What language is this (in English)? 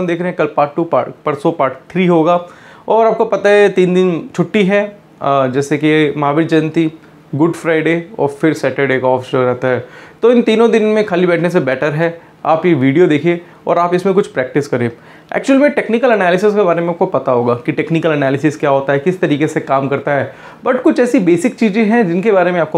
Hindi